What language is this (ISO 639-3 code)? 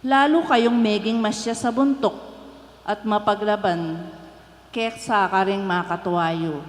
pam